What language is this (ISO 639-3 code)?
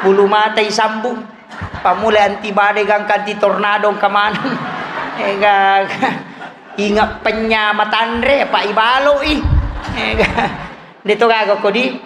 bug